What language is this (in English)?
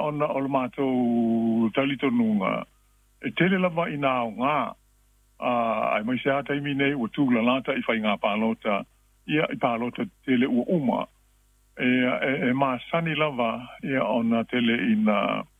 Samoan